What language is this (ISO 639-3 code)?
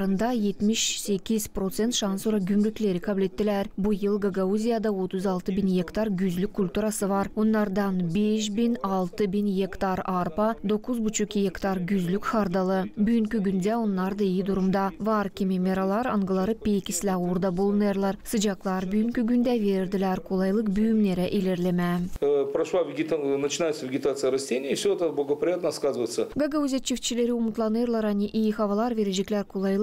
gag